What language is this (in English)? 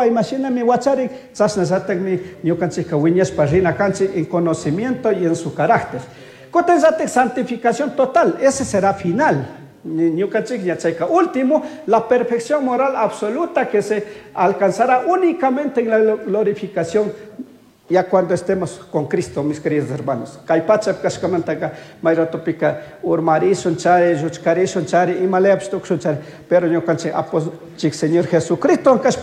Chimborazo Highland Quichua